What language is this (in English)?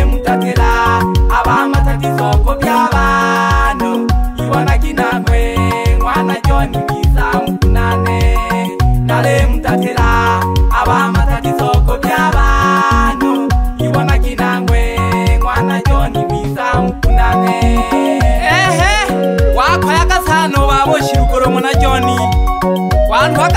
Swahili